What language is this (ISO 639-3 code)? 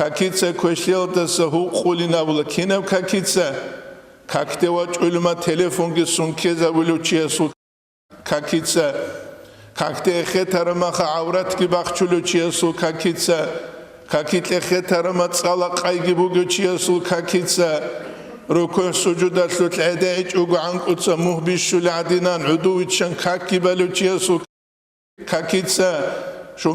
ava